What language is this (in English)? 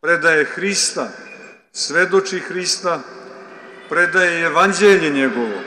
Serbian